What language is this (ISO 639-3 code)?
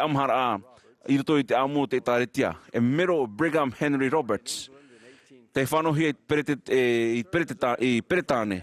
tah